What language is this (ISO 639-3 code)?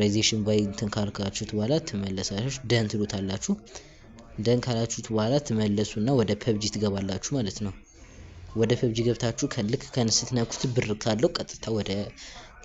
amh